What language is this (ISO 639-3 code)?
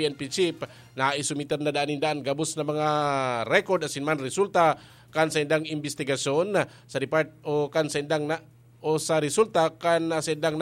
bik